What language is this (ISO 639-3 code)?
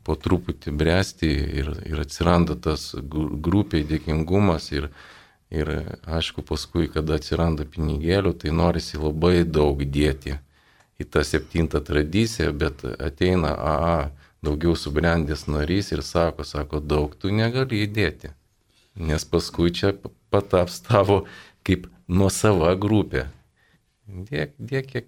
lit